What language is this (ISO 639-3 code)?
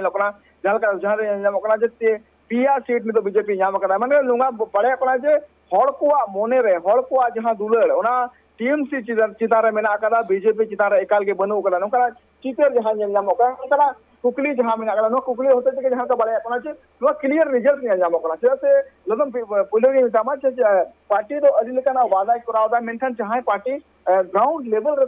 sat